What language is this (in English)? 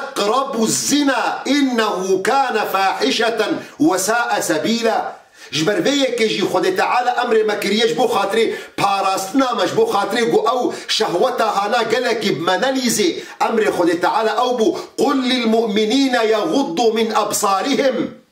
Kurdish